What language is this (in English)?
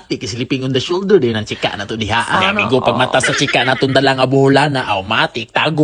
Cebuano